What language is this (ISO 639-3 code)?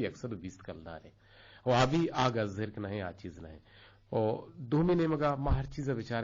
bgp